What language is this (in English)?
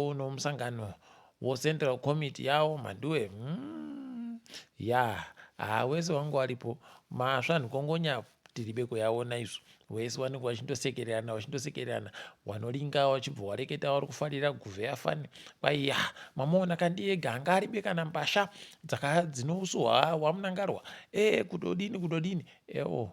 Ndau